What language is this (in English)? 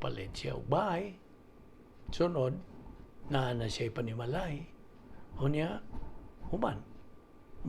Cebuano